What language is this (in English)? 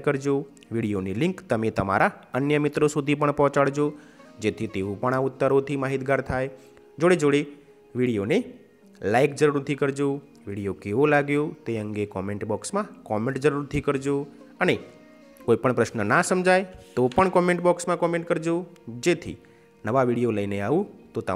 Gujarati